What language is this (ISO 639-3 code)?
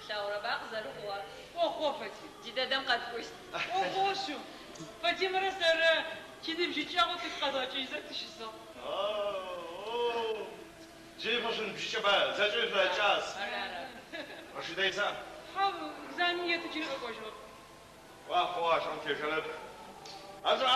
ady